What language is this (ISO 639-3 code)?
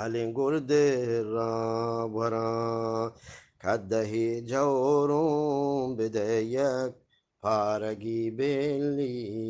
bgp